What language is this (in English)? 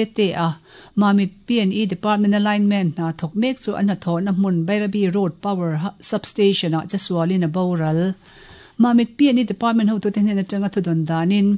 Mizo